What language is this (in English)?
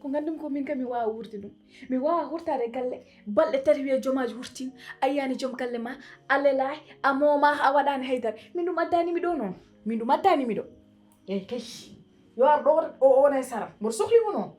Fula